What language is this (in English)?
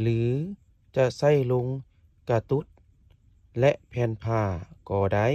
Lao